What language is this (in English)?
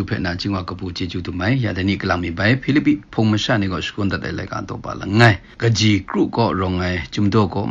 Kachin